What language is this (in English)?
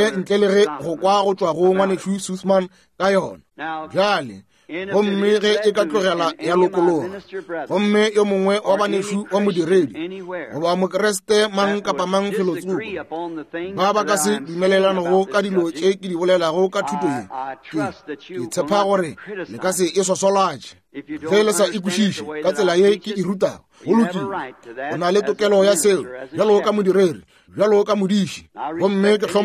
Northern Sotho